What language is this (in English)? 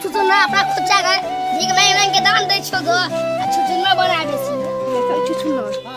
Maithili